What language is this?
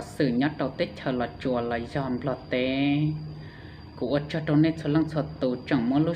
Hmong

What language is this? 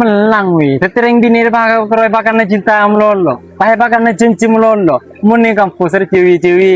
Madurese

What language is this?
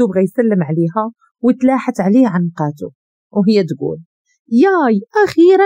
Moroccan Arabic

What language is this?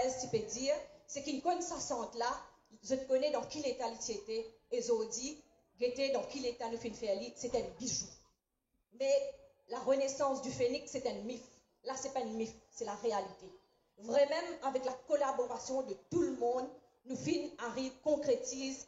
Morisyen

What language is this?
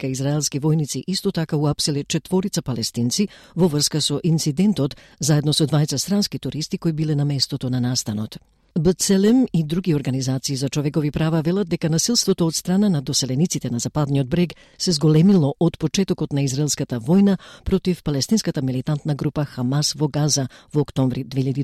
Macedonian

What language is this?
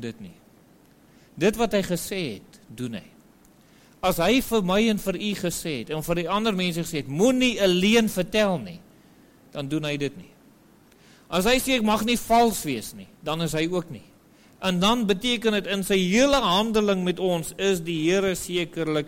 Afrikaans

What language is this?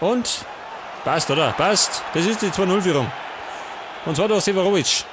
Bavarian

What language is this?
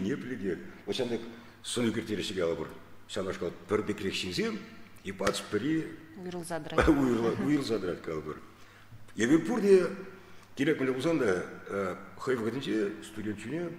Chuvash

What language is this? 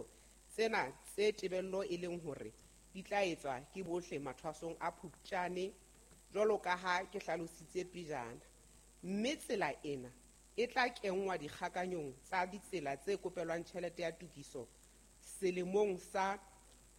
Southern Sotho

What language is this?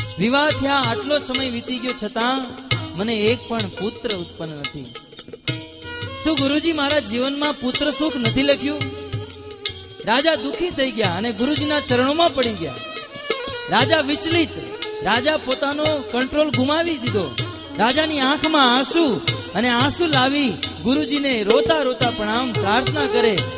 Gujarati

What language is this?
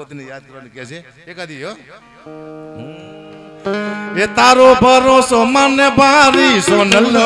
Gujarati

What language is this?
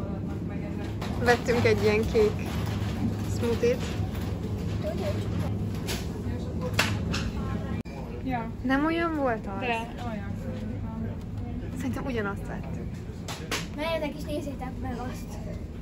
Hungarian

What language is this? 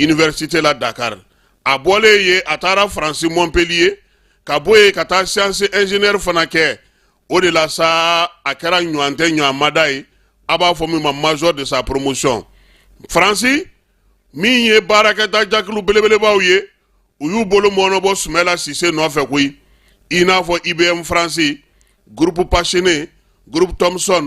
Bambara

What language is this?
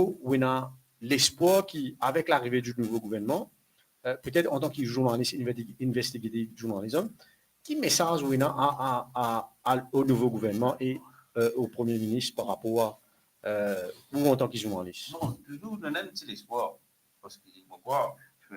Morisyen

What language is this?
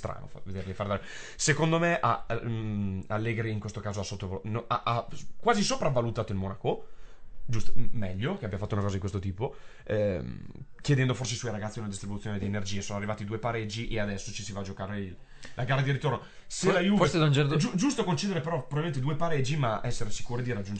Italian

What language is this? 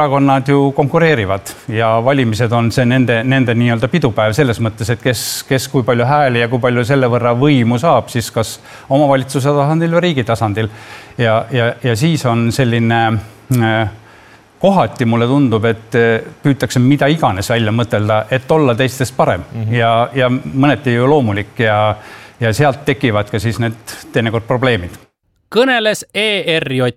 Estonian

